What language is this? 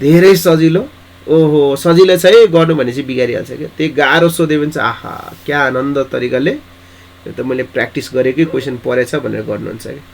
Nepali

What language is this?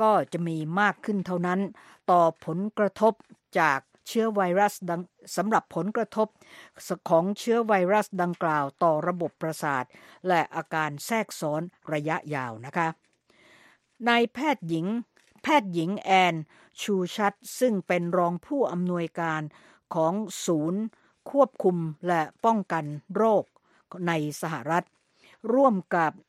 Thai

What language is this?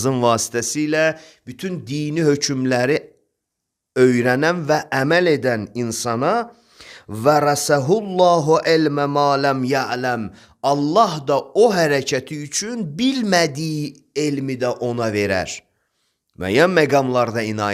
Azerbaijani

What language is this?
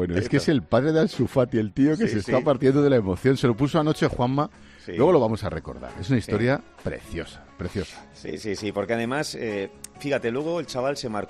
Spanish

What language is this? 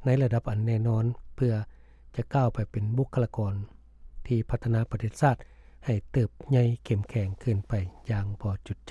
Lao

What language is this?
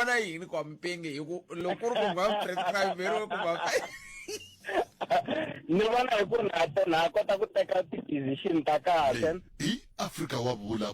Tsonga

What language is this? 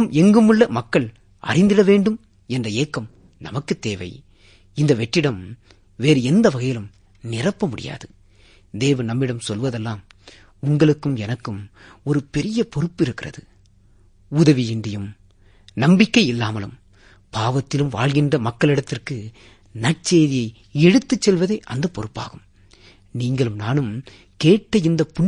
Tamil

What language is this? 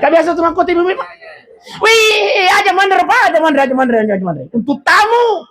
Buginese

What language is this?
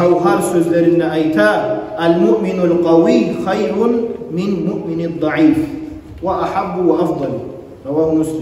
Kumyk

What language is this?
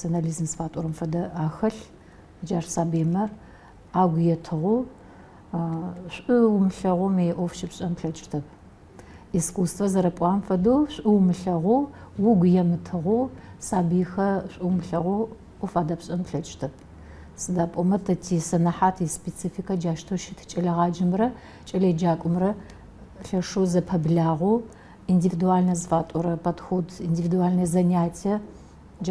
Adyghe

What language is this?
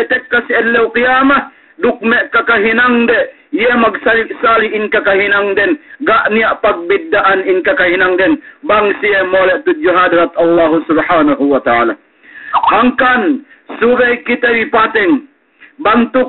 Yakan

